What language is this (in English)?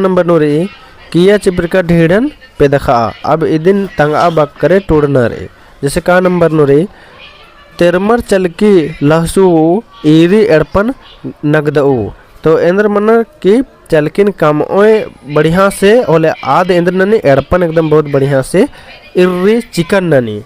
Kurukh